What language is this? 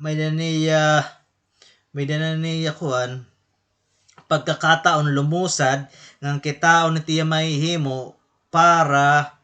Waray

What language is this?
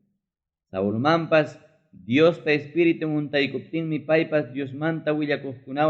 Ayacucho Quechua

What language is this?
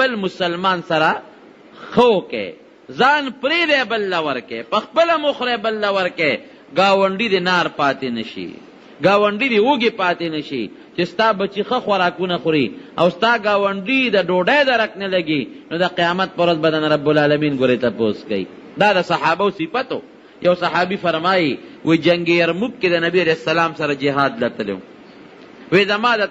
Pashto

